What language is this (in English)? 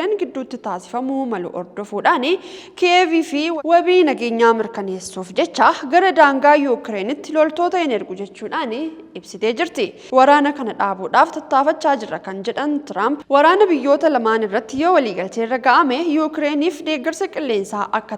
Oromo